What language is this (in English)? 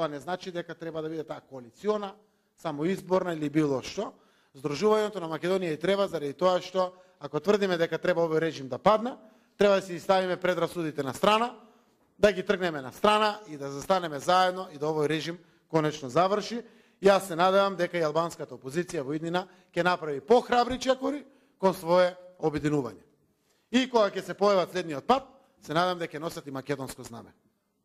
Macedonian